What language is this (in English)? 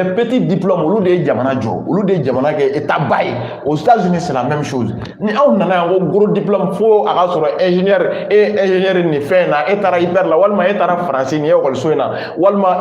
Bambara